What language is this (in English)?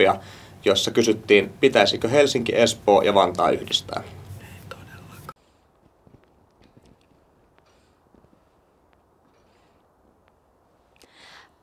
Finnish